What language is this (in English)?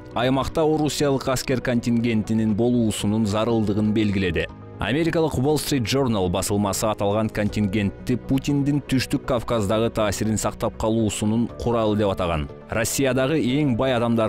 Kyrgyz